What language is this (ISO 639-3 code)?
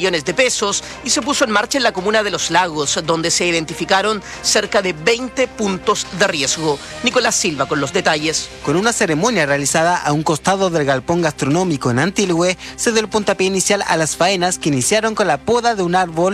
spa